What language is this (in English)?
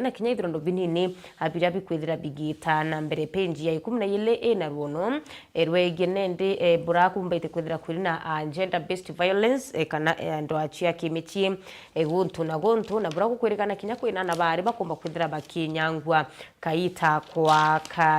Meru